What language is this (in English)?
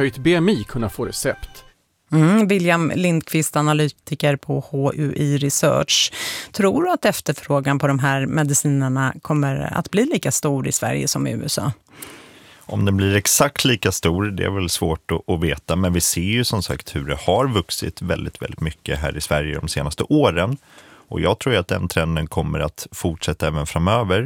Swedish